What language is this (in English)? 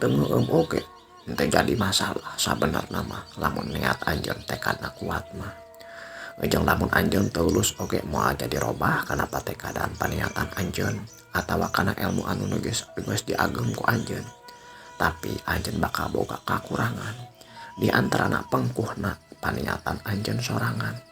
Sundanese